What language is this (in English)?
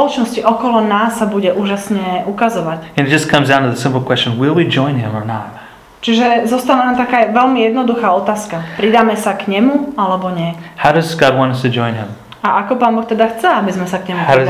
Slovak